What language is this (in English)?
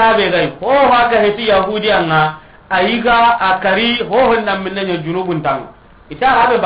Soninke